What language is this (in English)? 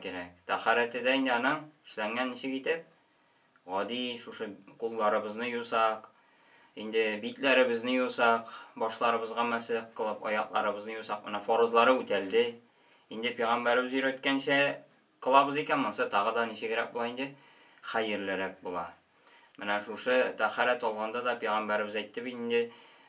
Tatar